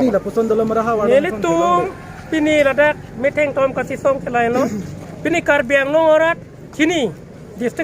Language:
Karbi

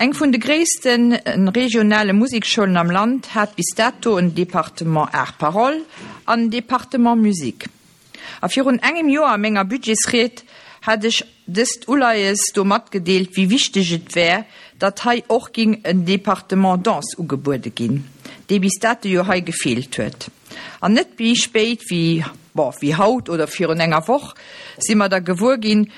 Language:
Luxembourgish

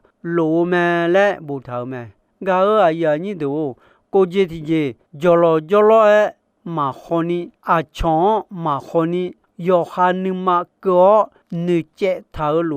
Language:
Akha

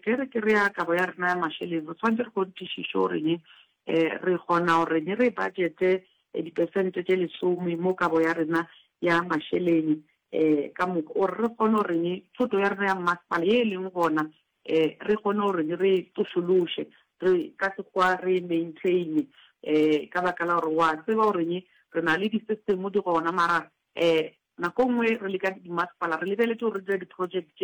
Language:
Northern Sotho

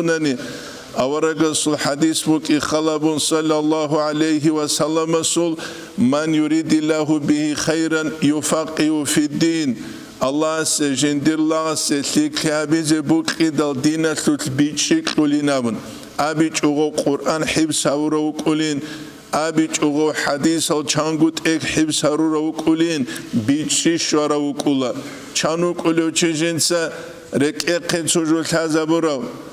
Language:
Avaric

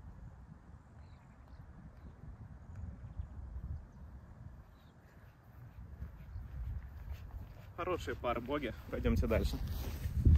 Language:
Russian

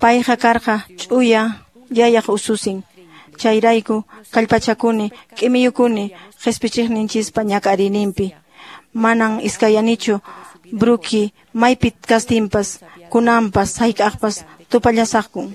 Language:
Quechua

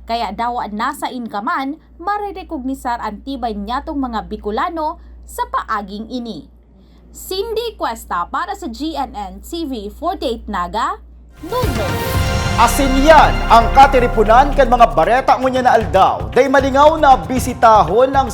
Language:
Bikol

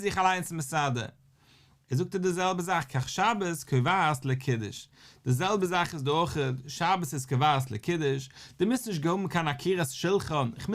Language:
Yiddish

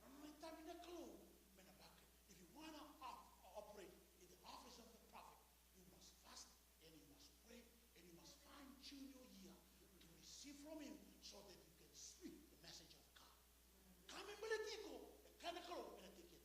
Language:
Fijian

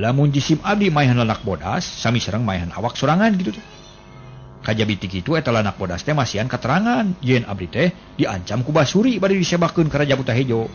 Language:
Sundanese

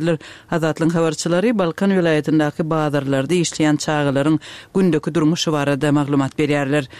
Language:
Turkmen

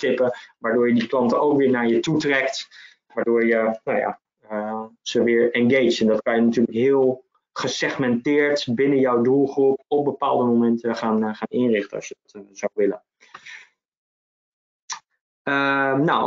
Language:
Dutch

